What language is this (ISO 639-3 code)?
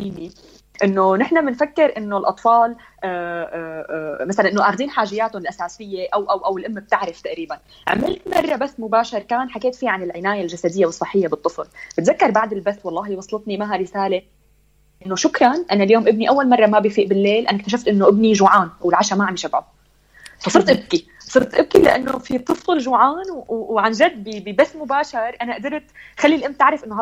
apc